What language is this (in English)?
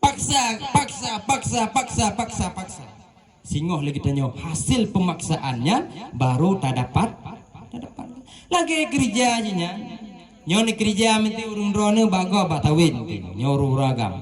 Achinese